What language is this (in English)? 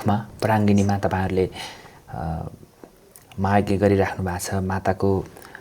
Nepali